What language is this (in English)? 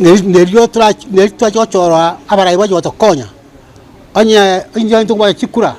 Gusii